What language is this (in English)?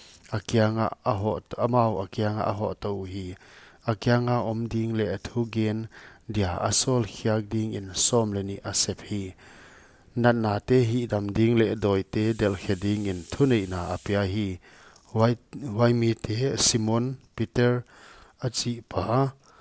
Paite Chin